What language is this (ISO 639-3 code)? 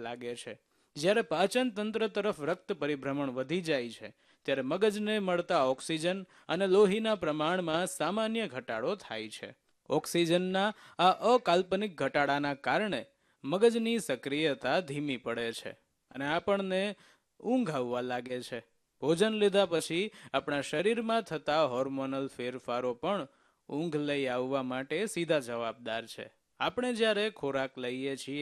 guj